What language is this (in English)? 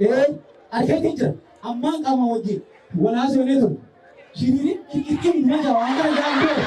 Oromo